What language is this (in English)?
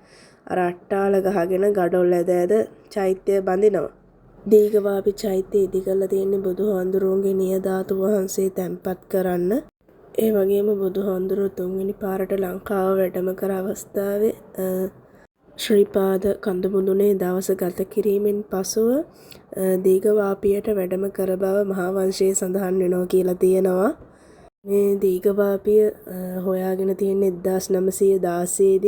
Sinhala